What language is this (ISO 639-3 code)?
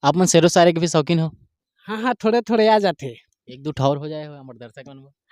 hne